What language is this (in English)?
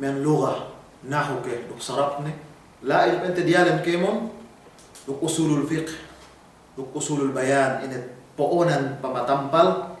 Yakan